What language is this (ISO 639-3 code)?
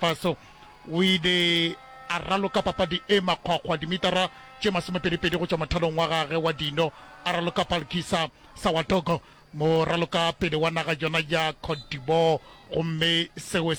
nso